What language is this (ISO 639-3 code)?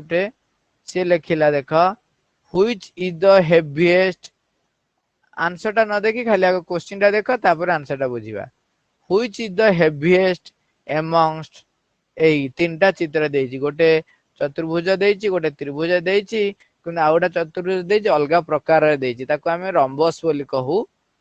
ori